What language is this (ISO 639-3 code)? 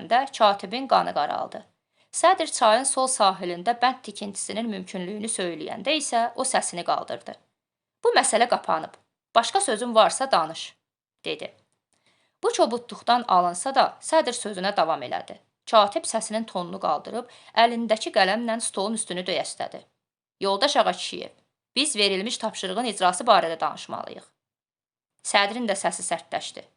aze